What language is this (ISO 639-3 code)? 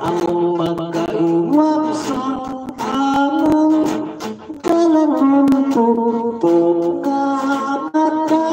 hil